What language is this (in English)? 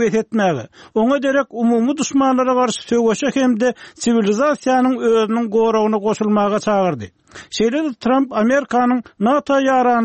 Turkmen